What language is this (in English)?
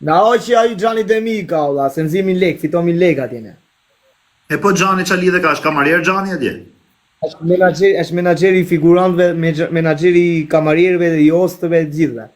Albanian